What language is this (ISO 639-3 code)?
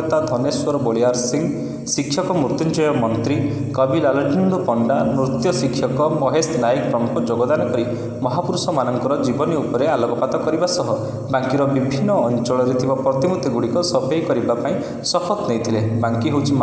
ori